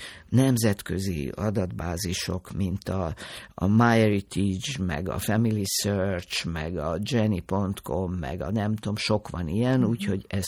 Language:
Hungarian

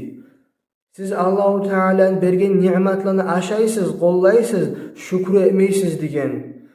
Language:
Kumyk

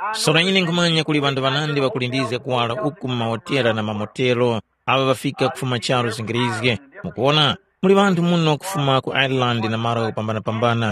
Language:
Tumbuka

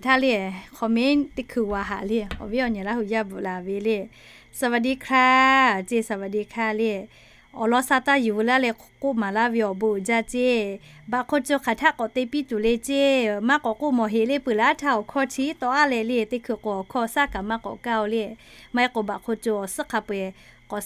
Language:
Lahu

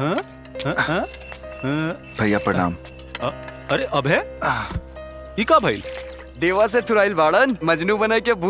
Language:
Bhojpuri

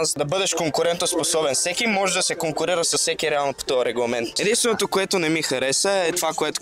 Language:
Bulgarian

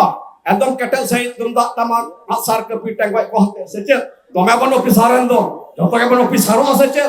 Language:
Santali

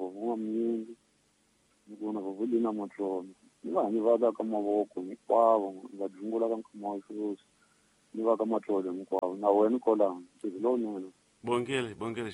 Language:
Tsonga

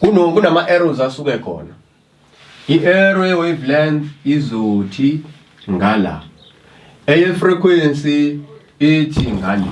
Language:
Zulu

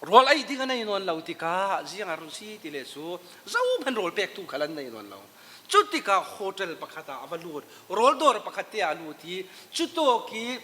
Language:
Falam Chin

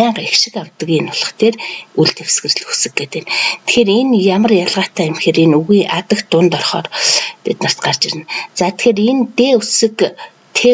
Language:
Mongolian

